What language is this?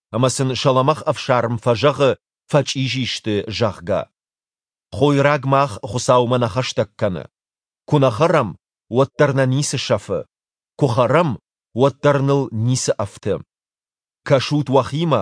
Ossetic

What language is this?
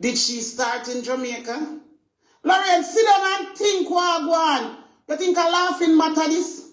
Jamaican Creole English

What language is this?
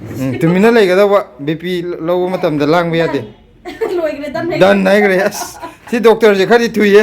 Manipuri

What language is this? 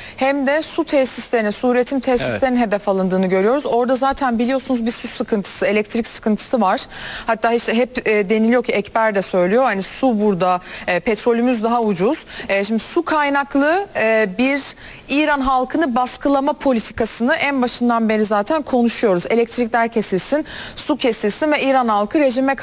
Turkish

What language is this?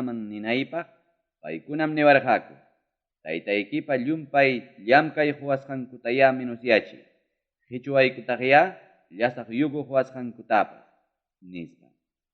Ayacucho Quechua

